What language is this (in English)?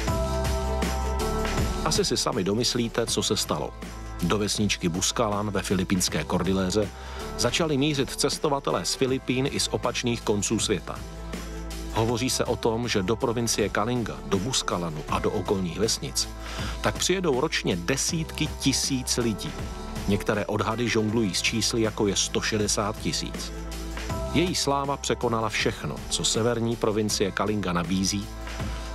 Czech